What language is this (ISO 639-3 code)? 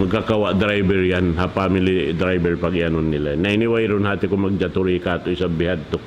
tsg